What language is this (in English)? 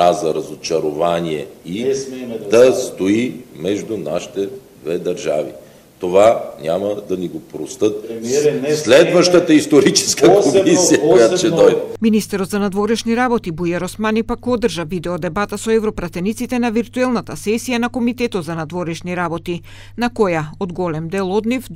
Macedonian